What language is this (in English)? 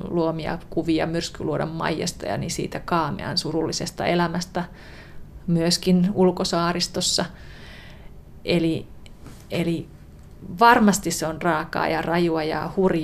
Finnish